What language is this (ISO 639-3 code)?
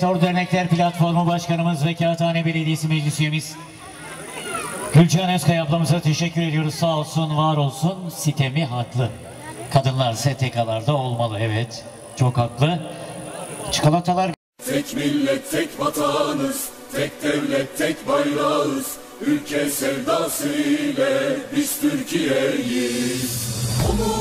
tur